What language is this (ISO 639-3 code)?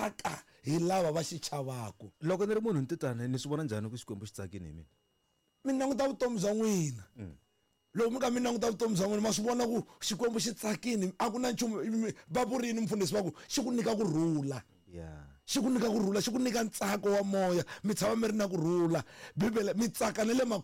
tso